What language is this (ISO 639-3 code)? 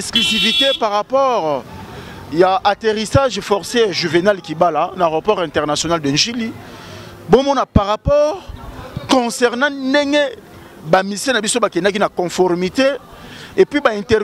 lin